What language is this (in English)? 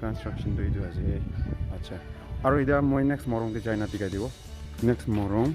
Naga Pidgin